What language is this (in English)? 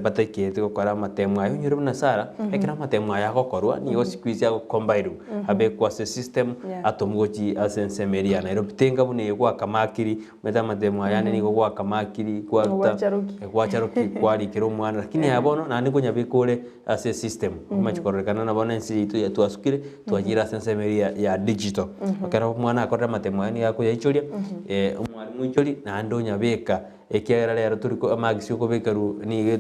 Gusii